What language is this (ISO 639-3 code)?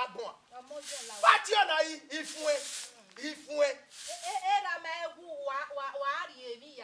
bin